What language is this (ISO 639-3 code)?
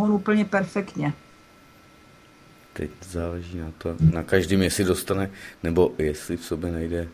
ces